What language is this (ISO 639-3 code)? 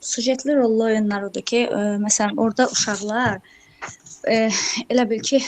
aze